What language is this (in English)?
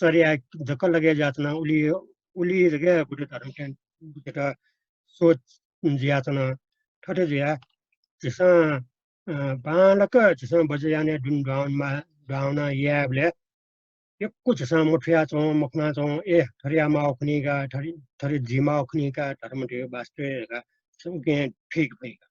Newari